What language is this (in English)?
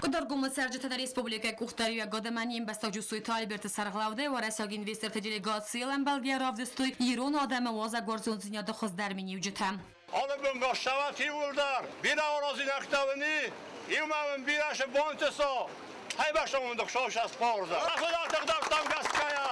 Ossetic